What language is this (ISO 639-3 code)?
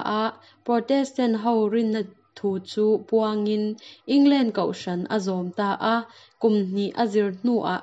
cnh